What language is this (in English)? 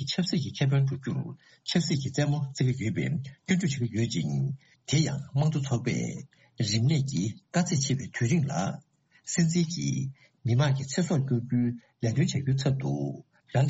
Tibetan